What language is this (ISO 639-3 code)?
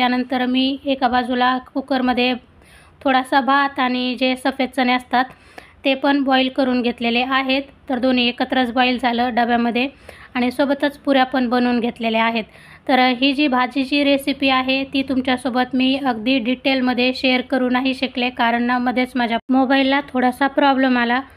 mar